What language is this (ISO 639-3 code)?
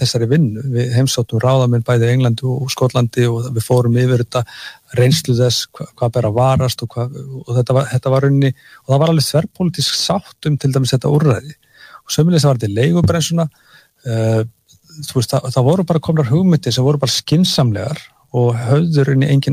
isl